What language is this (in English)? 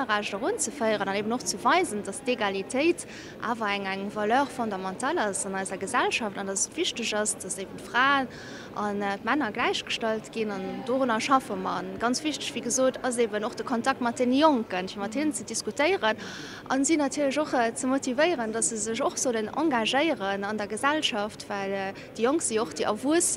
Luxembourgish